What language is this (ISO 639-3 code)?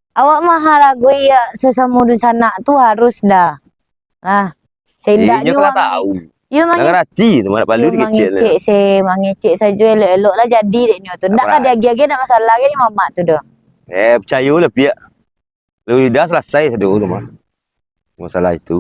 min